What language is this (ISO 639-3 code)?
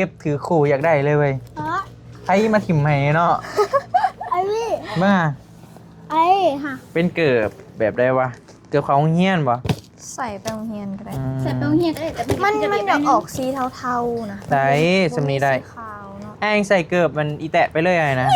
tts